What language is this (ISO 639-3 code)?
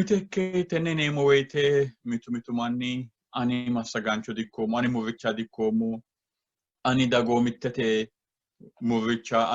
sid